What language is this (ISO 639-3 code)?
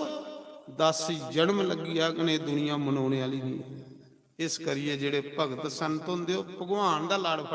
doi